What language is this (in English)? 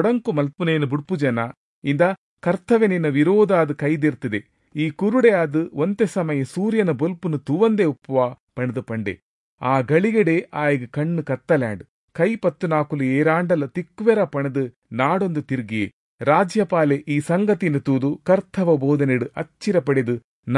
Tulu